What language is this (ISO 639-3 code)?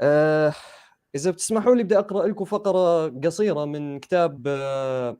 apc